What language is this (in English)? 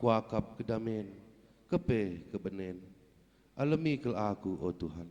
Batak Karo